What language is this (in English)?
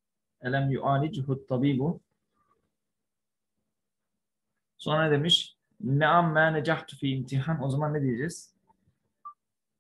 Turkish